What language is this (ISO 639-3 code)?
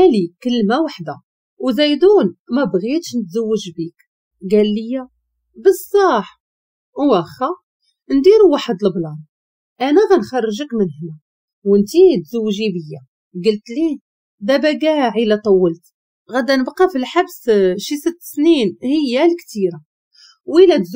ary